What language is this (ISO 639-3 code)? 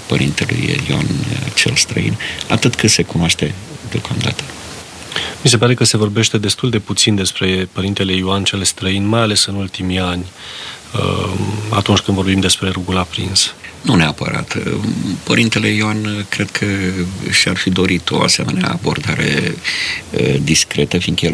ron